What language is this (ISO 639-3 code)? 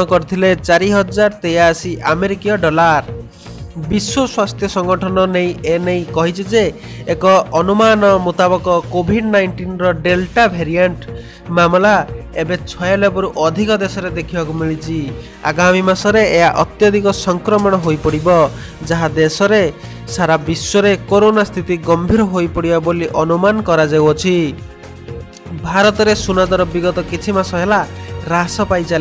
ori